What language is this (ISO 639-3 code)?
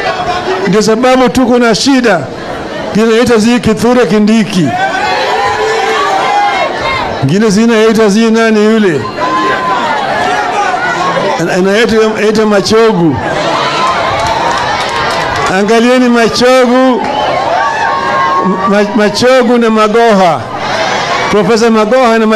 swa